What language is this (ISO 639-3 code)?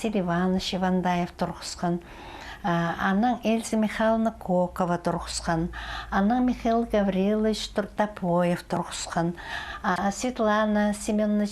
kjh